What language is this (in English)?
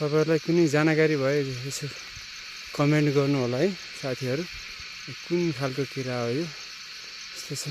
Nepali